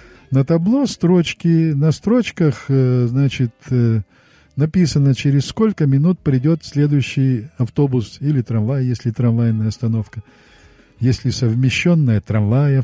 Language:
Russian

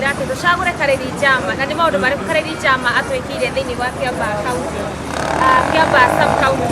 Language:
Kikuyu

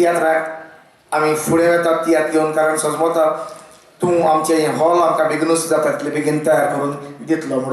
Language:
Konkani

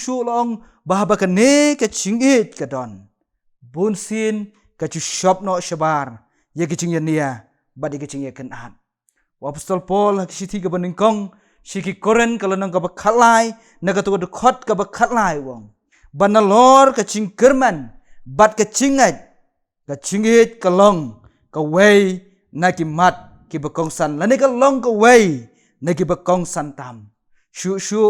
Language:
Khasi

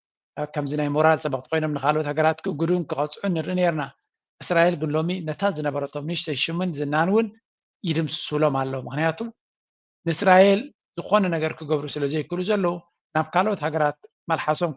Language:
Tigrinya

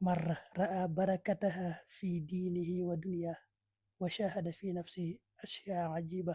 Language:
Wolof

